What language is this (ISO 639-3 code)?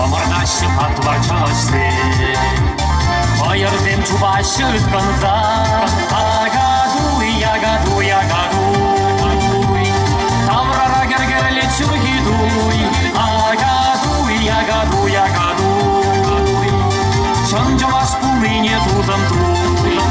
chv